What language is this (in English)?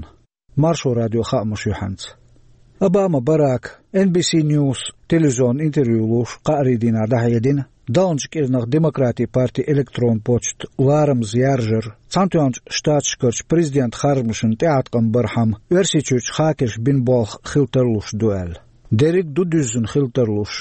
Chechen